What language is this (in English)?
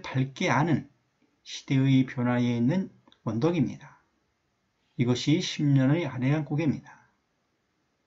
Korean